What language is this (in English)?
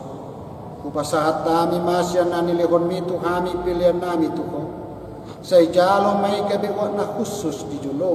Batak Toba